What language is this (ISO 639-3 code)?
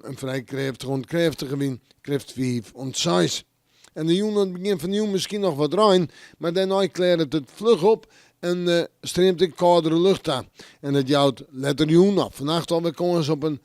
fry